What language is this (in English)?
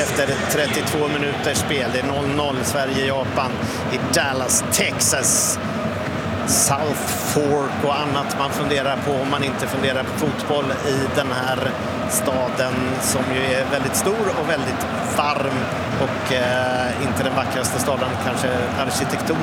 Swedish